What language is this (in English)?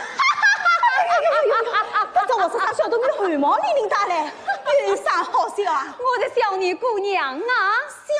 Wu Chinese